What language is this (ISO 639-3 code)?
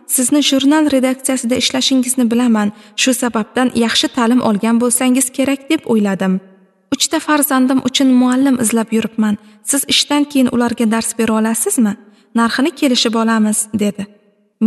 uzb